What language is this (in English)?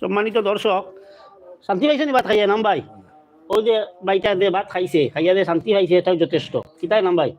Sylheti